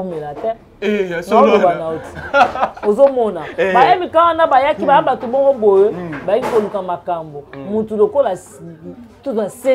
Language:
Lingala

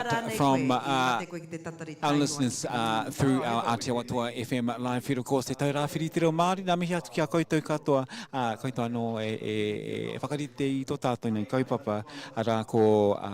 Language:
Māori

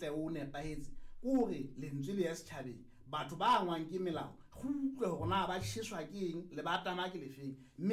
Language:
Southern Sotho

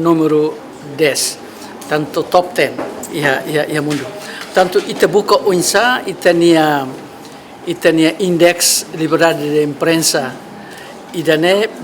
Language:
Tetum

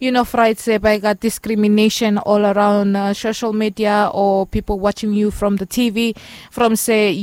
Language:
Bislama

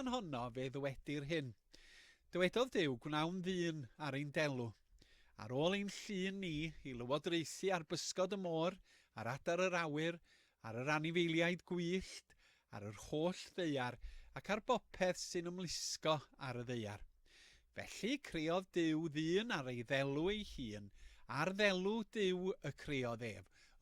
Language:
Welsh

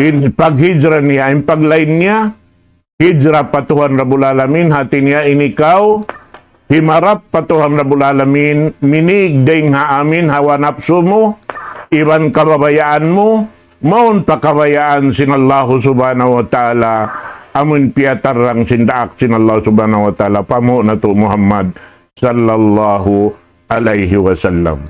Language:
Tausug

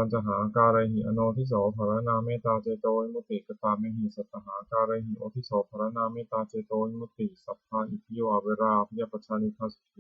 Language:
Pali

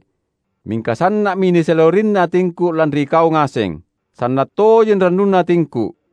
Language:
Makasar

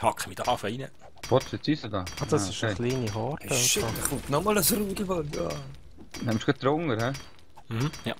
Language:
Swiss German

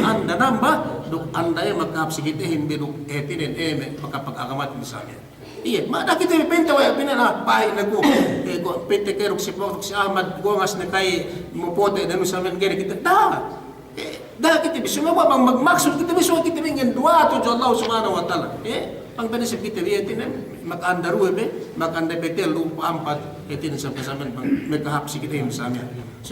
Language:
Yakan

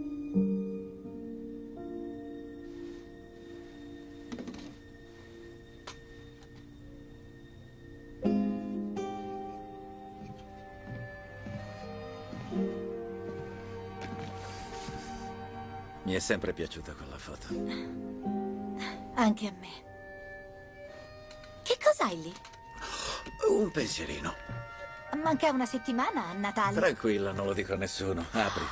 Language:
Italian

